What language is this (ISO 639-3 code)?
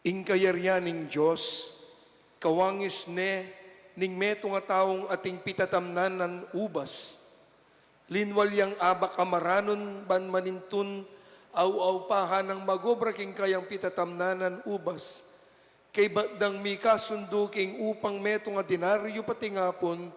pam